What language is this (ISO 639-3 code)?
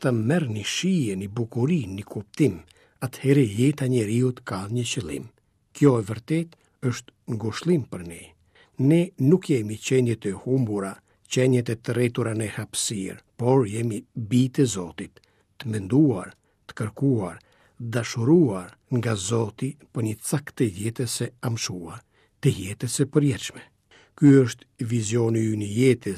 sqi